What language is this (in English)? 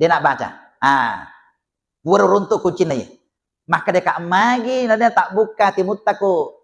Buginese